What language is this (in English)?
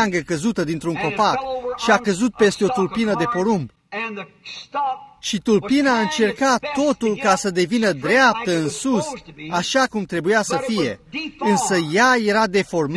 Romanian